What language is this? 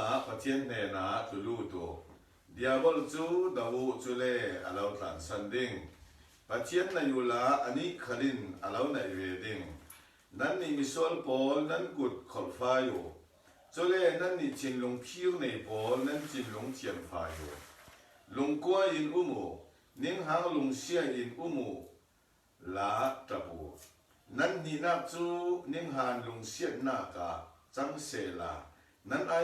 Falam Chin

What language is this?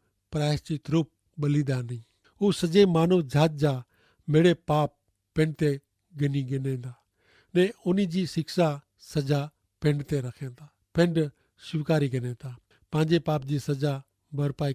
Kachhi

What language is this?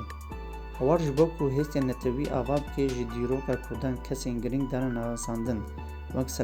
Kurdish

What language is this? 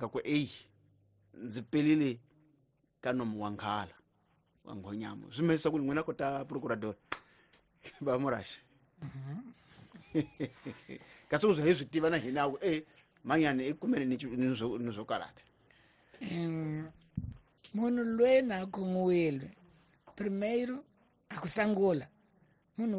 Tsonga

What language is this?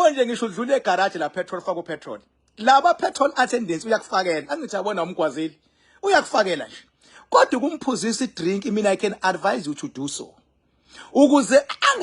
Zulu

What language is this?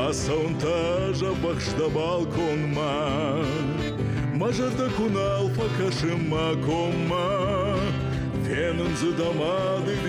Ossetic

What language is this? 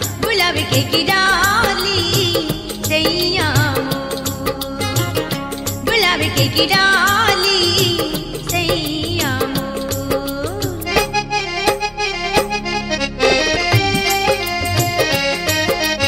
Chhattisgarhi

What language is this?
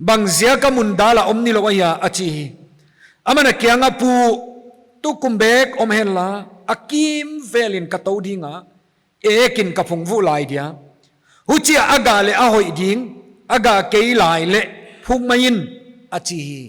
Paite Chin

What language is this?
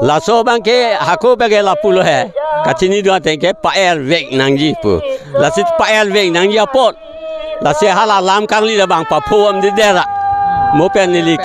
Karbi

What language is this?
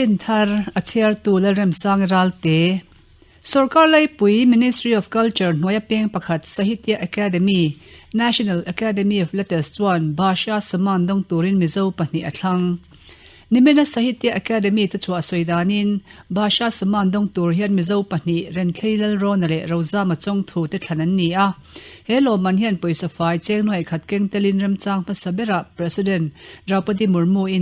Mizo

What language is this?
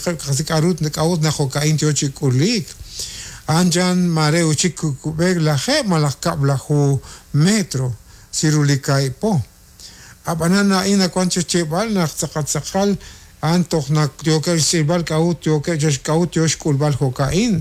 Kekchí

